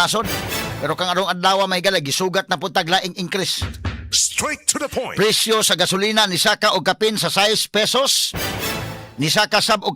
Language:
Cebuano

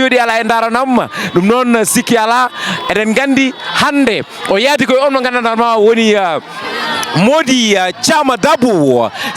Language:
Fula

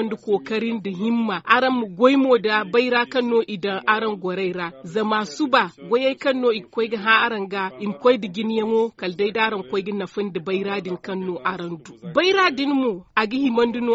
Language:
Zarma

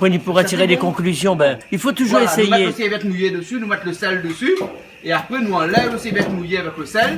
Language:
Réunion Creole French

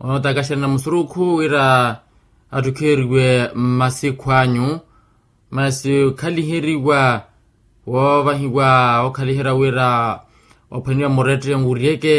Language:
Makhuwa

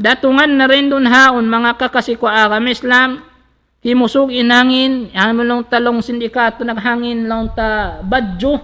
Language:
Tausug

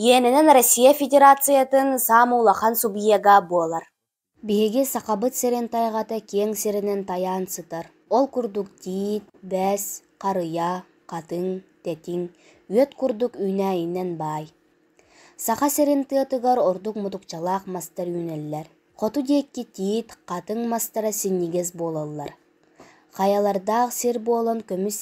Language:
Yakut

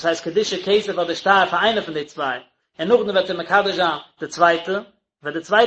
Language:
Yiddish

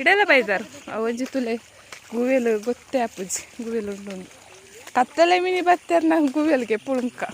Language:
Tulu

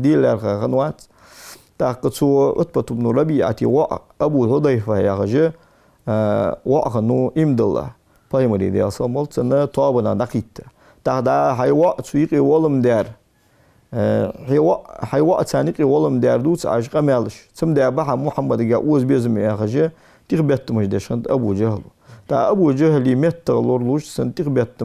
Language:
Ingush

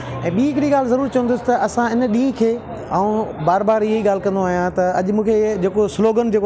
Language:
Sindhi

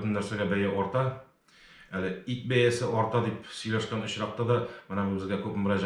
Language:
Tatar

